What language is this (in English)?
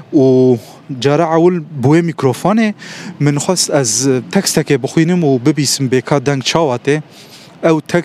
Kurdish